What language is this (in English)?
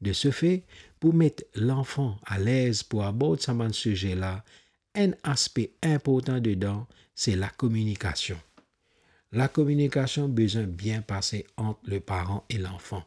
Morisyen